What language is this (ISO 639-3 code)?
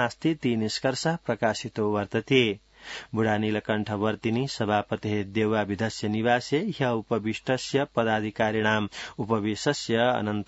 san